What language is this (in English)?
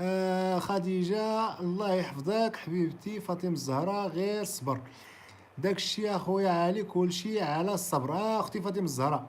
Moroccan Arabic